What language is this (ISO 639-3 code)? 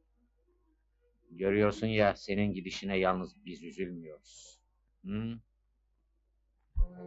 tur